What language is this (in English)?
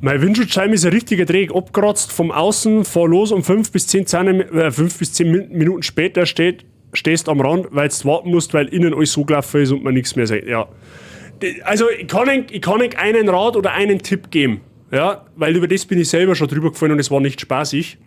Bavarian